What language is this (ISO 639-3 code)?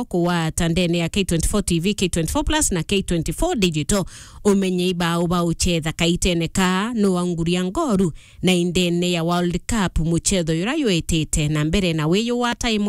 mer